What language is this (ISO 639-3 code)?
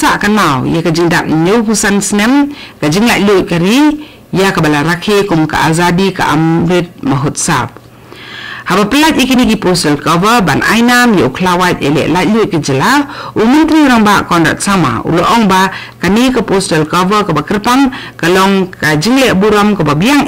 kha